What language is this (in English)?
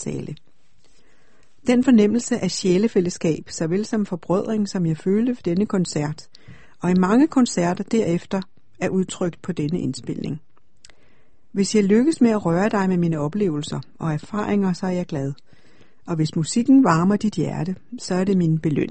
Danish